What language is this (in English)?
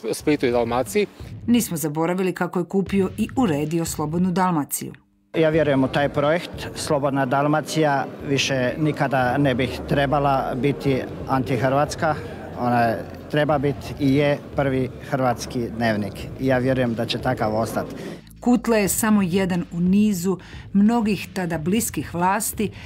Croatian